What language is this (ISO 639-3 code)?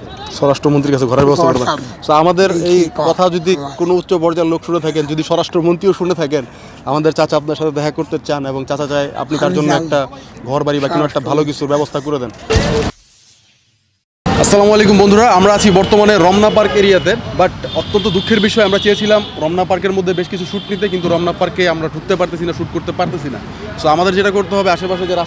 ben